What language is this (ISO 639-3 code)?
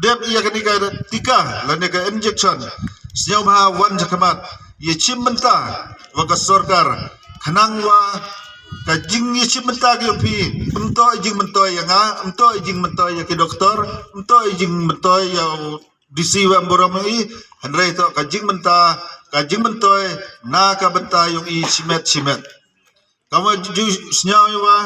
kha